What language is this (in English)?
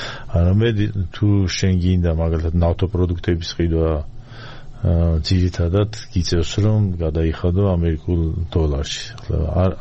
Georgian